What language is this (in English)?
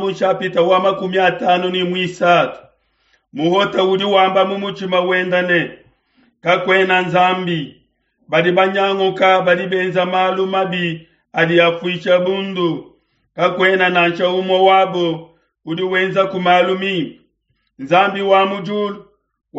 Luba-Lulua